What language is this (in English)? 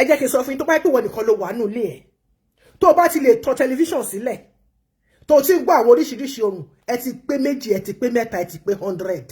Yoruba